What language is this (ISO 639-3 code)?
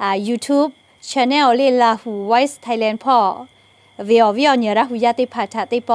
lhu